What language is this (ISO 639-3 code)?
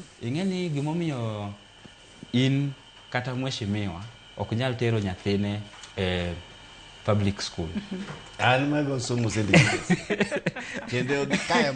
luo